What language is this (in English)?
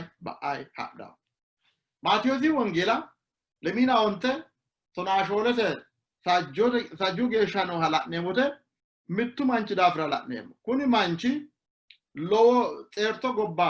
Sidamo